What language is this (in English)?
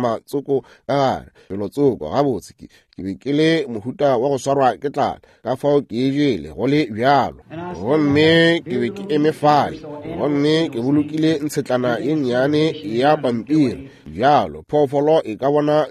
Northern Sotho